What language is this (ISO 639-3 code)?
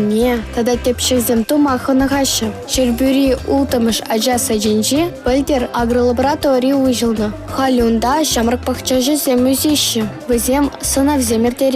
chv